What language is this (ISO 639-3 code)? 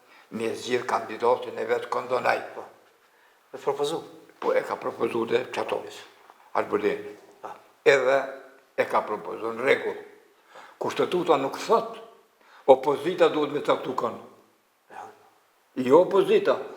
sqi